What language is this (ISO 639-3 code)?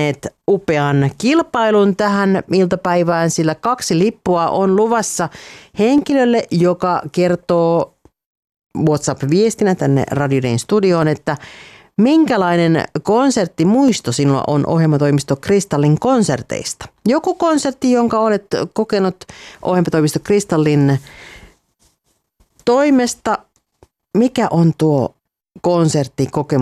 fin